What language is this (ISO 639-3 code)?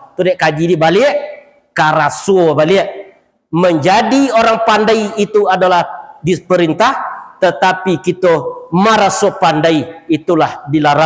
min